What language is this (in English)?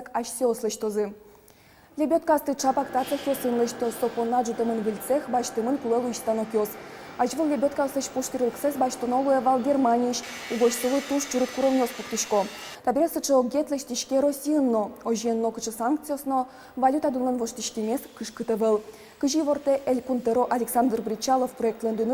Udmurt